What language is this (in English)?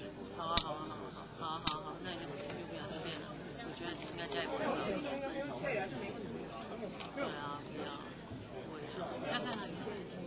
Chinese